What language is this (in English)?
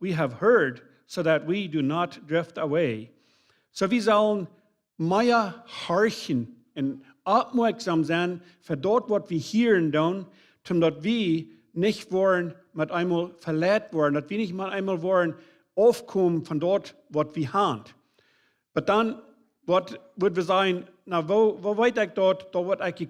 Plautdietsch